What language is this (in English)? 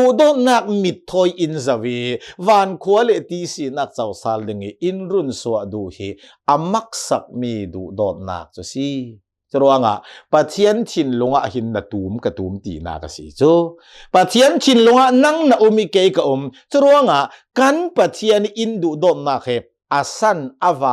Hakha Chin